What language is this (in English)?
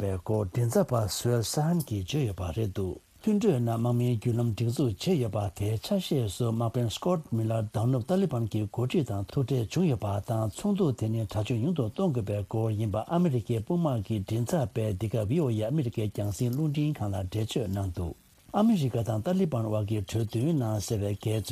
Tibetan